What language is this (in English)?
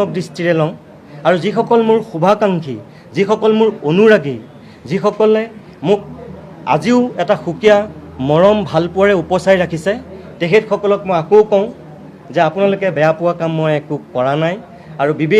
Assamese